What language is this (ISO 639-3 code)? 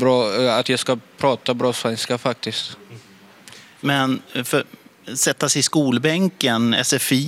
swe